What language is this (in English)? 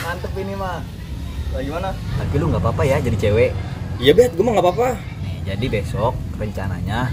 Betawi